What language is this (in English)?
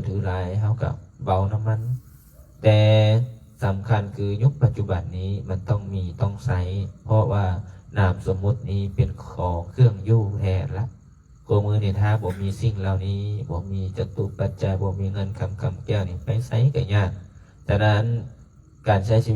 Lao